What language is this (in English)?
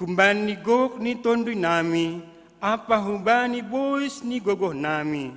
Batak Simalungun